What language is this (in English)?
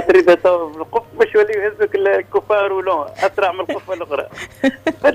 Tunisian Arabic